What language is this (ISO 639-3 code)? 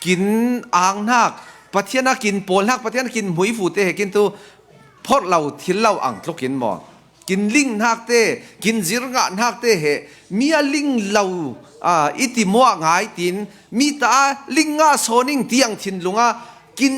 cfm